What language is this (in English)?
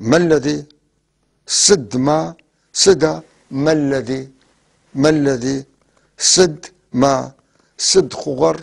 North Levantine Arabic